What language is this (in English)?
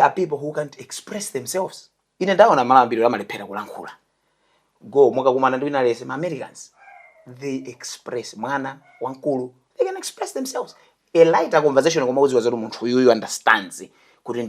Nyanja